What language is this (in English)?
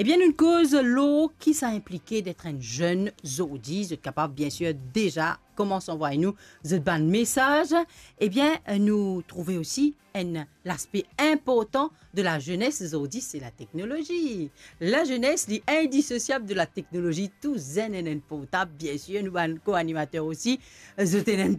Morisyen